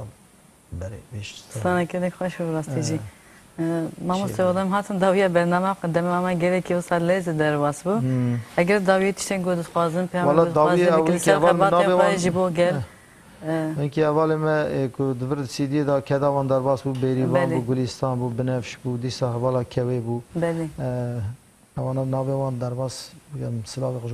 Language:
Kurdish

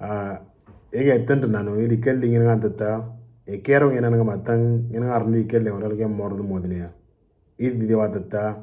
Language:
Moro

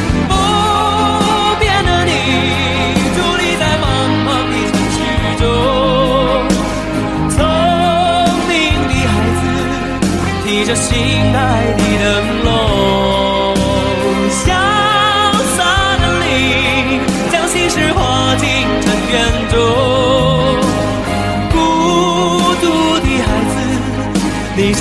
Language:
Chinese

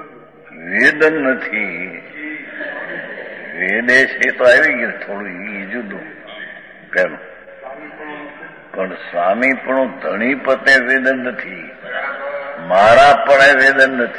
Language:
Gujarati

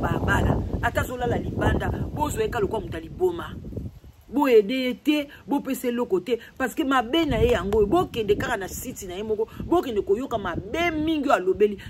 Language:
Lingala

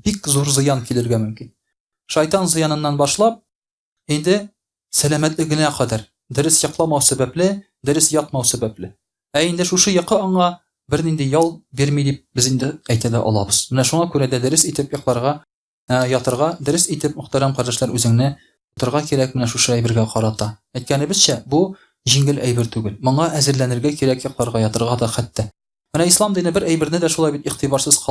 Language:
Tatar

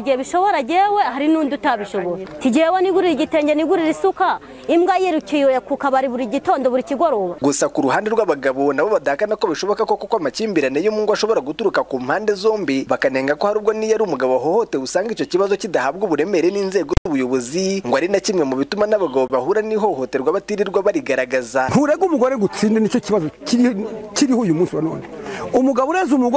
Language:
Kinyarwanda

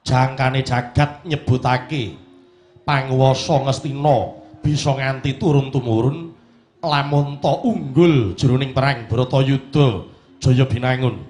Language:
Javanese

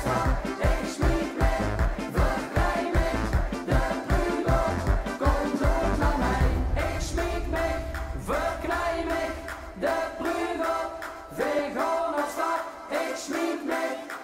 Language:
Limburgish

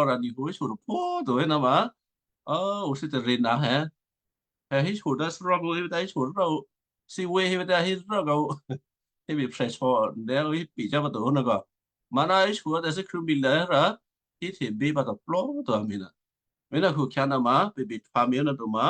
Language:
Western Kayah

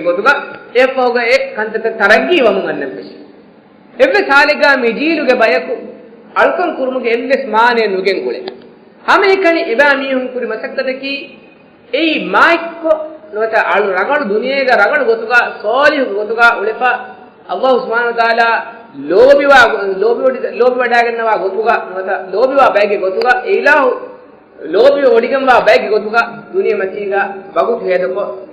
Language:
Divehi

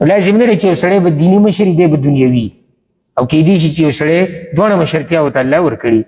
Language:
Pashto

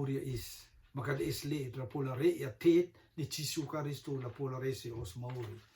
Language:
Rotuman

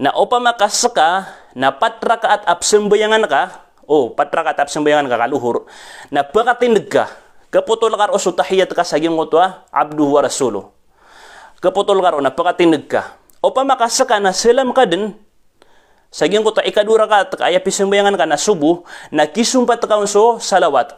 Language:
Maranao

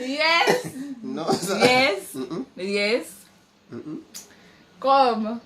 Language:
Jamaican Creole English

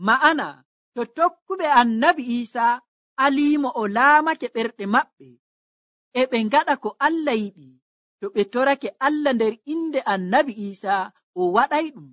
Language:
Nigerian Fulfulde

